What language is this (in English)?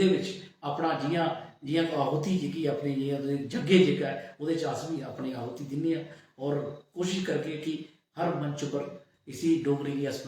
Dogri